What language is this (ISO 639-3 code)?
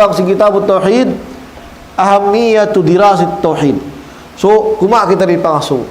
tsg